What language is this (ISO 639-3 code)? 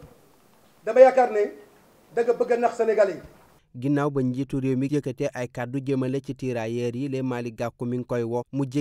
wol